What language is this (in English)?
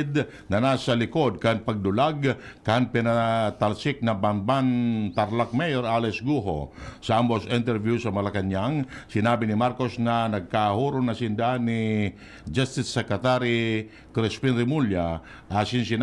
Bikol